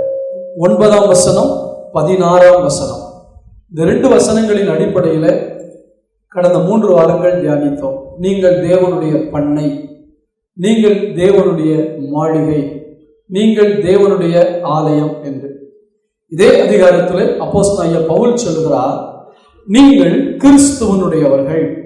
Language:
Tamil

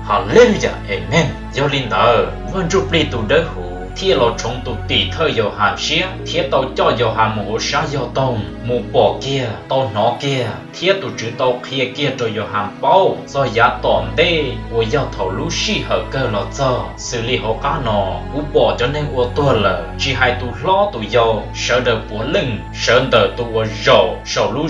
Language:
Hmong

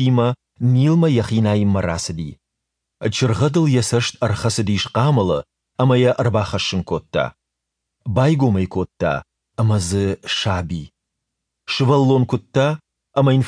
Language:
Ossetic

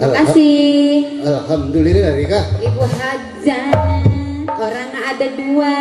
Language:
Betawi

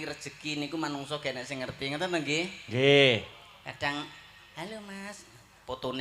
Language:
Javanese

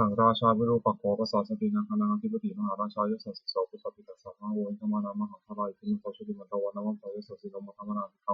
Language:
Pali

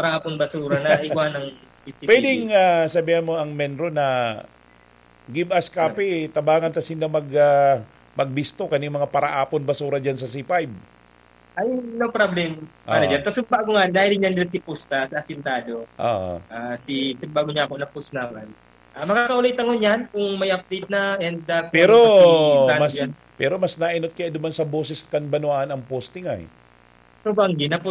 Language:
Bikol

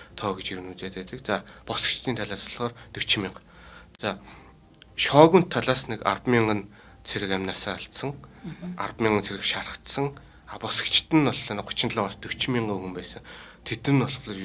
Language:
Mongolian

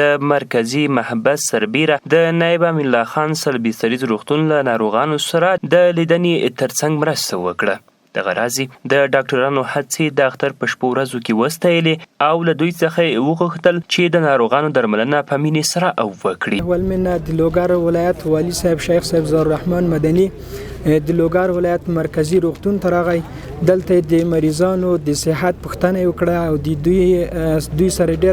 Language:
Pashto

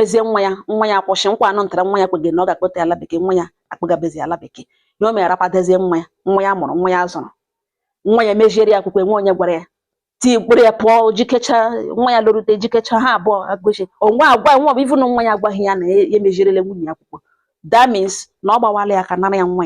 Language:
Igbo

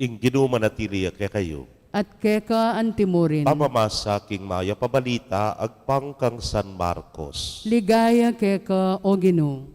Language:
Pampanga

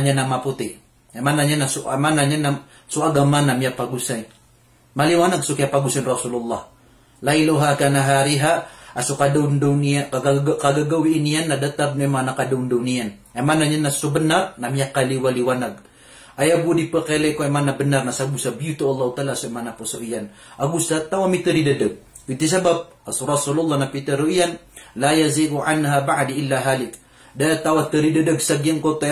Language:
Maranao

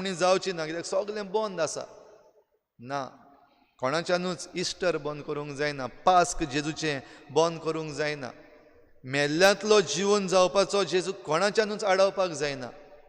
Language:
Konkani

